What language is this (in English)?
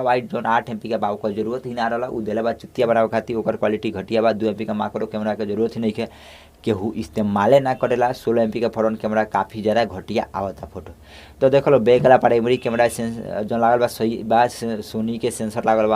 Bhojpuri